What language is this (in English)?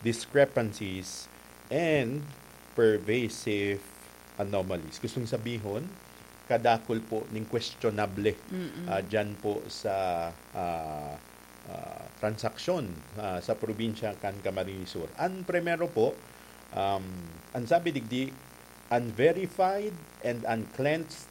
Bikol